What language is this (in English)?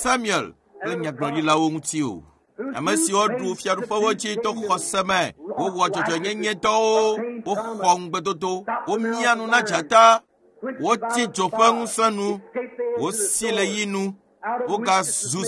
Ewe